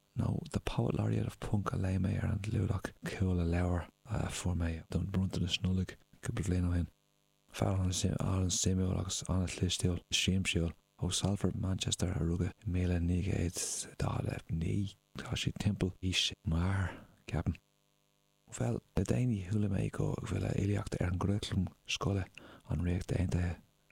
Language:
Irish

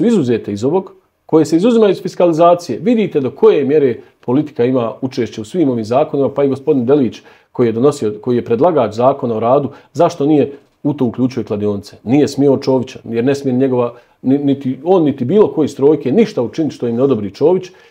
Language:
Bosnian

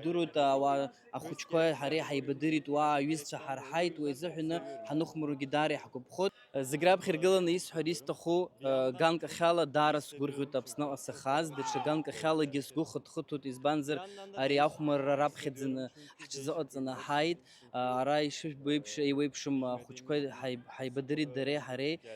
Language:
Abkhazian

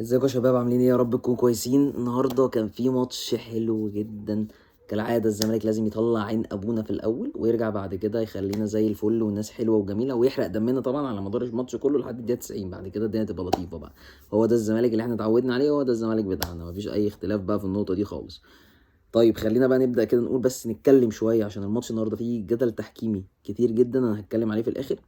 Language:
Egyptian Arabic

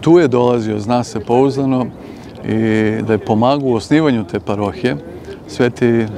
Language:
Serbian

